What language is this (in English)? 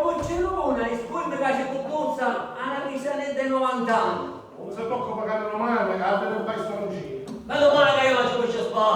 Sicilian